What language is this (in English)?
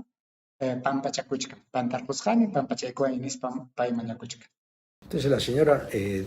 Ayacucho Quechua